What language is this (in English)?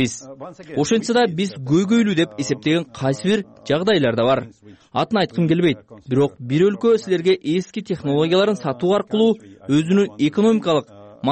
Kyrgyz